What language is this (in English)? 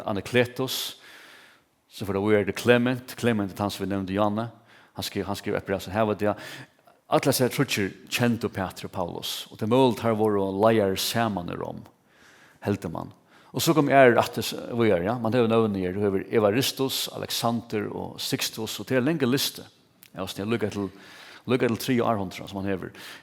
Faroese